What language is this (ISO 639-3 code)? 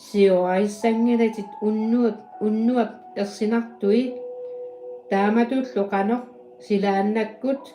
kal